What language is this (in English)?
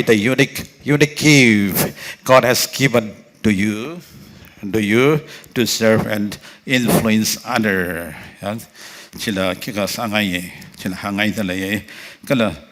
Tangkhul Naga (India)